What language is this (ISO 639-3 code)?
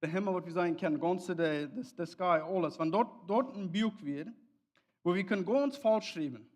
pdt